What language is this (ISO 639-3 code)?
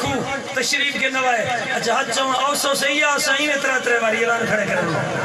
skr